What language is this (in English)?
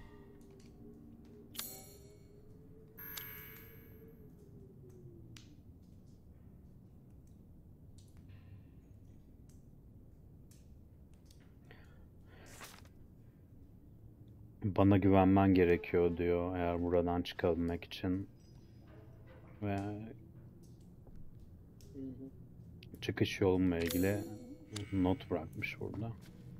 Turkish